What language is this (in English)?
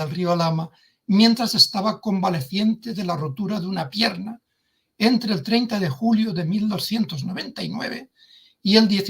Ladino